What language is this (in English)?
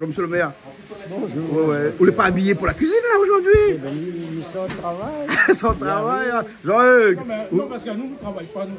Réunion Creole French